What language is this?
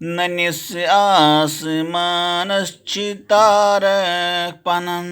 Kashmiri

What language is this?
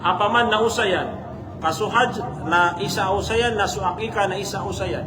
Maranao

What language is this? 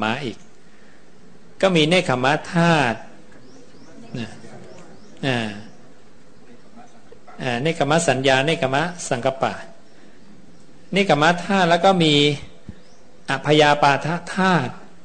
Thai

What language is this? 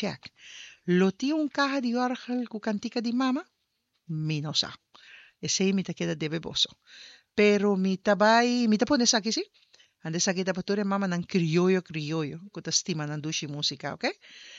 Papiamento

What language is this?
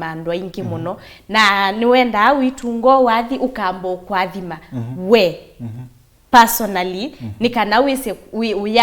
Kamba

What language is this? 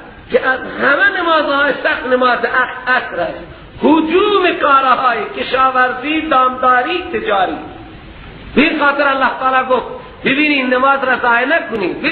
Persian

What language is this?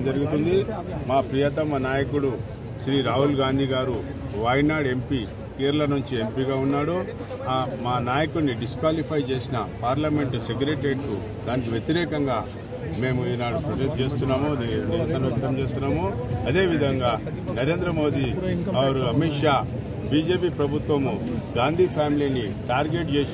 Telugu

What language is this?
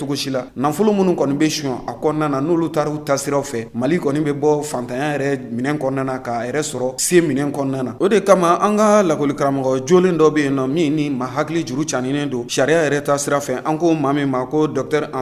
Bambara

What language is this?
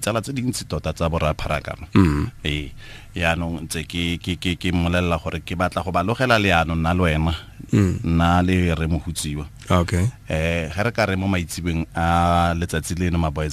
Tswana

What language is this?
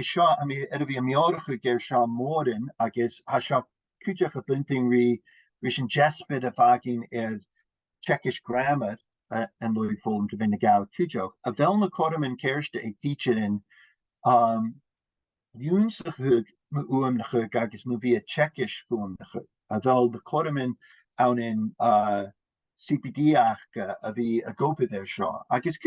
Scottish Gaelic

